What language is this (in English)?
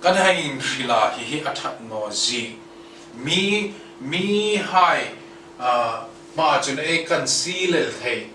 Hmar